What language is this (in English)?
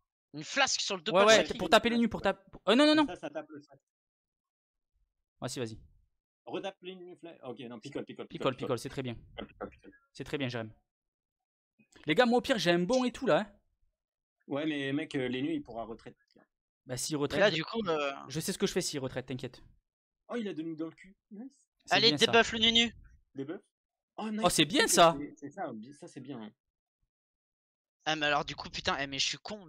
French